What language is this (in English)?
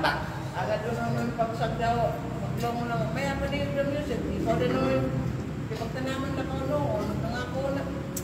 Kalagan